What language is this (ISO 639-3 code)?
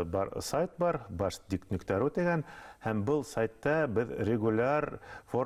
bak